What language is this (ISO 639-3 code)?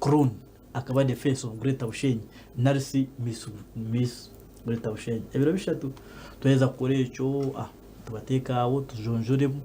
nyn